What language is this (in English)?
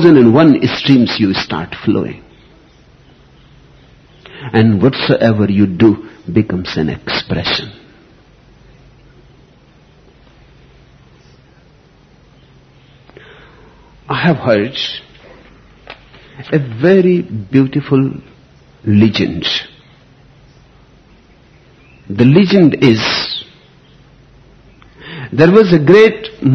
English